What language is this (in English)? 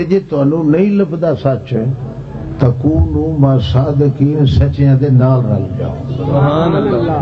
Western Panjabi